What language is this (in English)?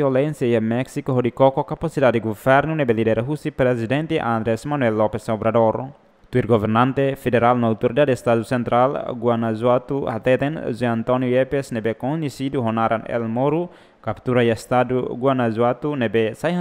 Tetum